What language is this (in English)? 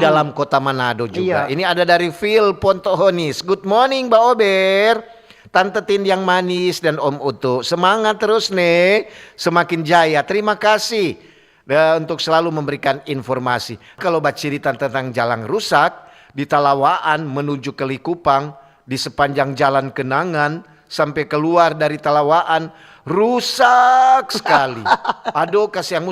Manado Malay